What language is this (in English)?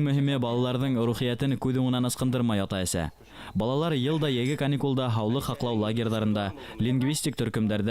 Bashkir